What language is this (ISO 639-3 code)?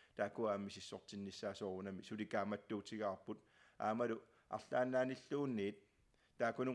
kal